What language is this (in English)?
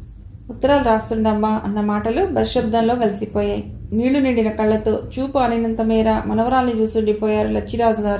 Telugu